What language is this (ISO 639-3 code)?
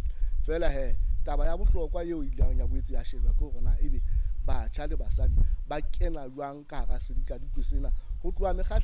sot